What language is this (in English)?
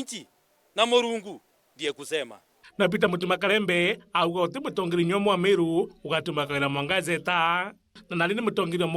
Meru